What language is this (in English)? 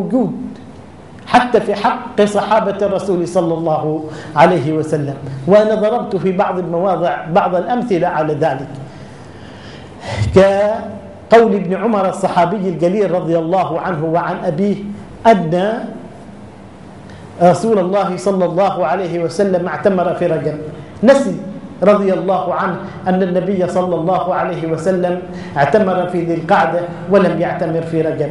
Arabic